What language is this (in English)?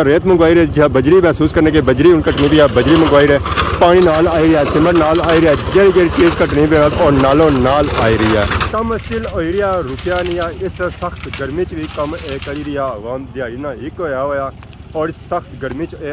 Pahari-Potwari